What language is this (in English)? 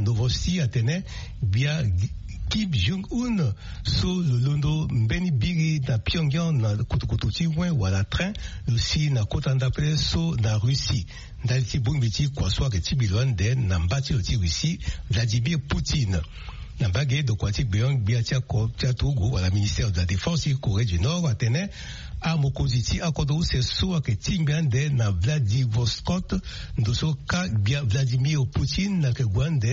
Sango